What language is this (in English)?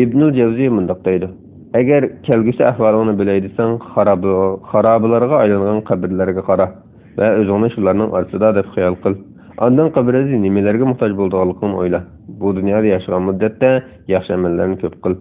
Uyghur